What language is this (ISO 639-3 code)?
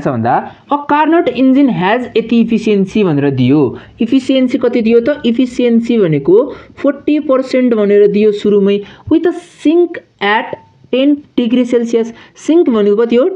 nep